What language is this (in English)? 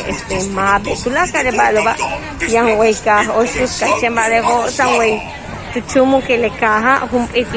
Yucateco